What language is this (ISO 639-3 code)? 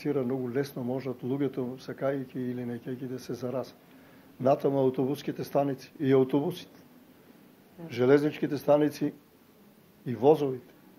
mkd